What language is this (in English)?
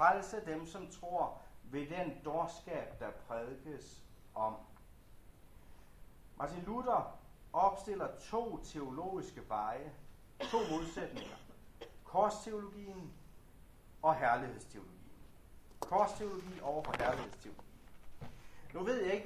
Danish